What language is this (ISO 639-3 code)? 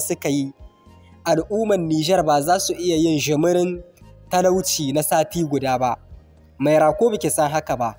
hau